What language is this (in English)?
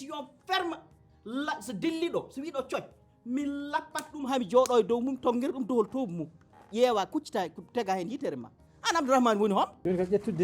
Fula